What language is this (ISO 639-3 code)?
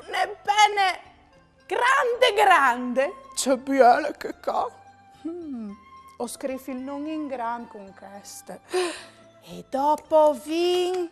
fur